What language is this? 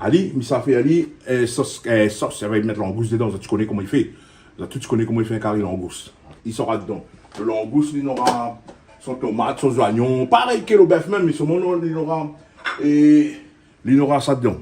Réunion Creole French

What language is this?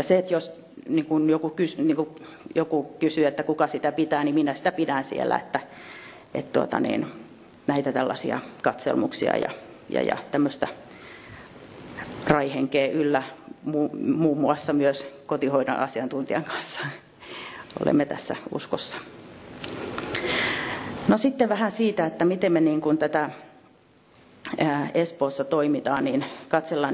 Finnish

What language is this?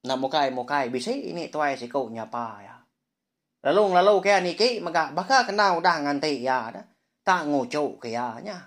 Iban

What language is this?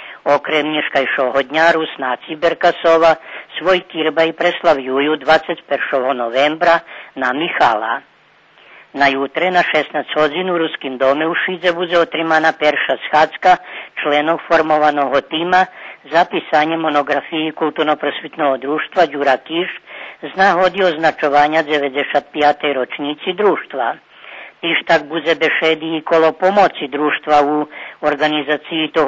Rusyn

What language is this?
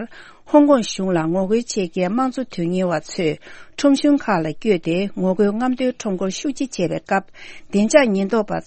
Tibetan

